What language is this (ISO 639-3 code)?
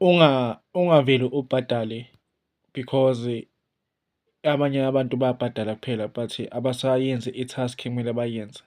zul